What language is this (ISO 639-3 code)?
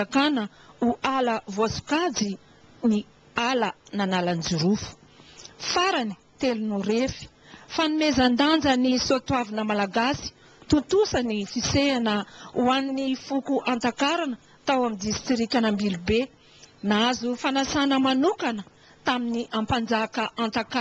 mlg